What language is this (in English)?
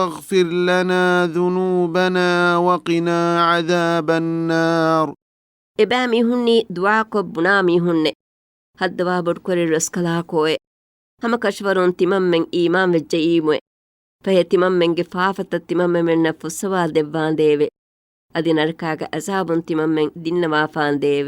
Divehi